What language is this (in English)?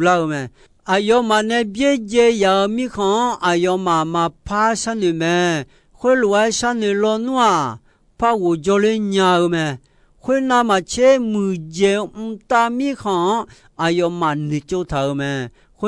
Akha